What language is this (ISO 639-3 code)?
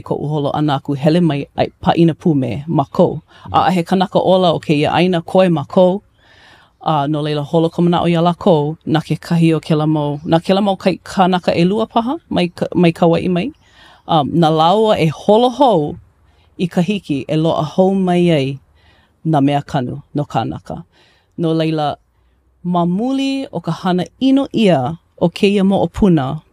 haw